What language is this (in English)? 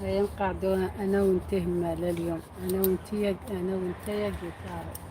Algerian Arabic